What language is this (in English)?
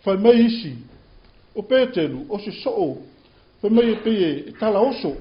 Samoan